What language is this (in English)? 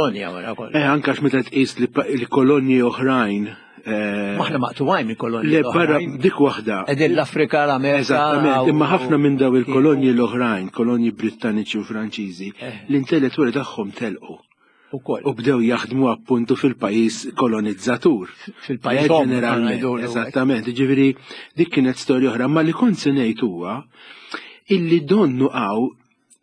Maltese